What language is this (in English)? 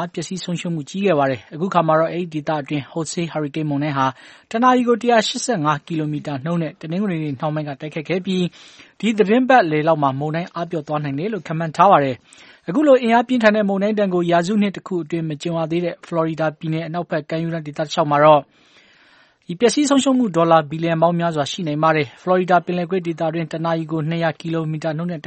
Burmese